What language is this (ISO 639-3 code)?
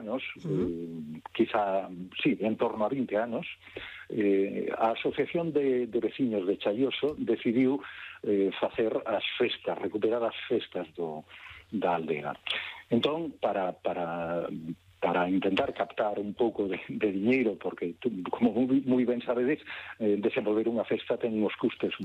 glg